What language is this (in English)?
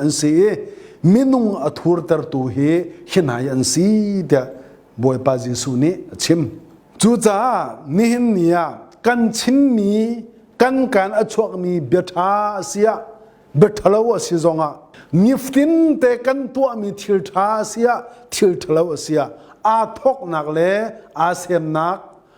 Hakha Chin